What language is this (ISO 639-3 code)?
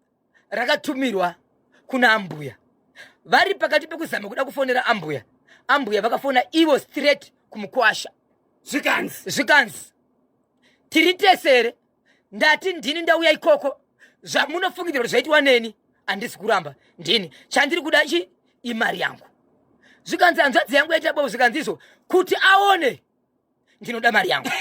sna